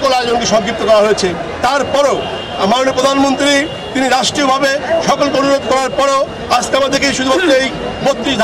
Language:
Bangla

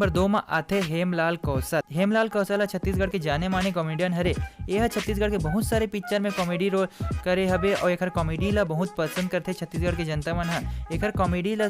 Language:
Chhattisgarhi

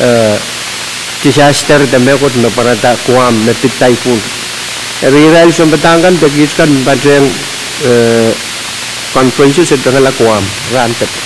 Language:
Pohnpeian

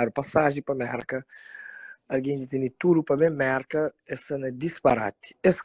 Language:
Kabuverdianu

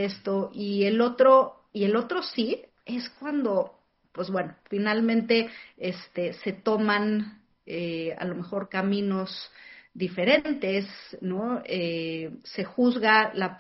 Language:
Spanish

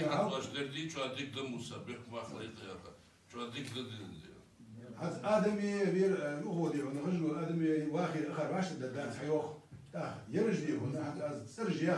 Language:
Ingush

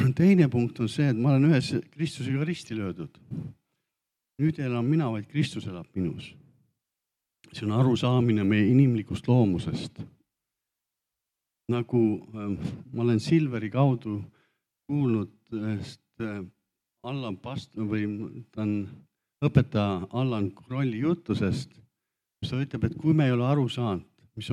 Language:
Estonian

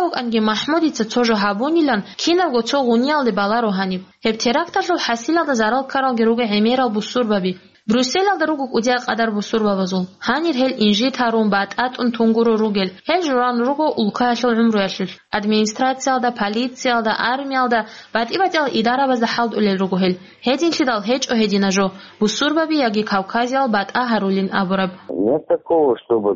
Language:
Avaric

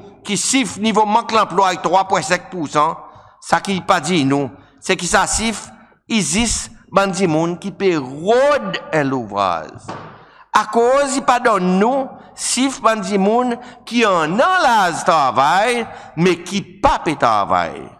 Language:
Seselwa Creole French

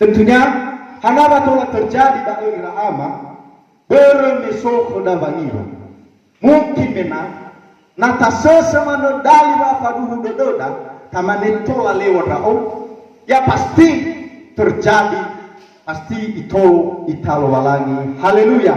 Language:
Nias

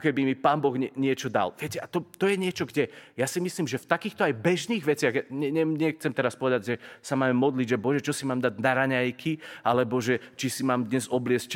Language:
Slovak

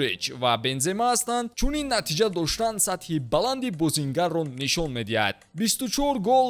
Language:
Tajik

